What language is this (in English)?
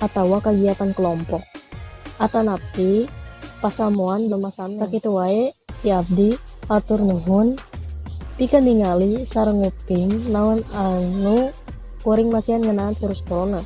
Sundanese